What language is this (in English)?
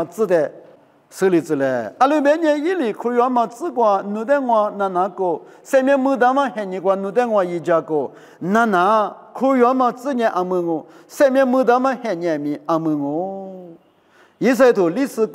Lisu